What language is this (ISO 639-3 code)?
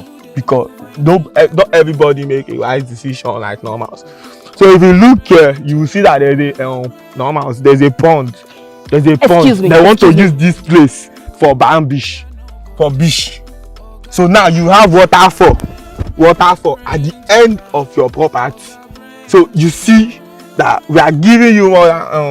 pcm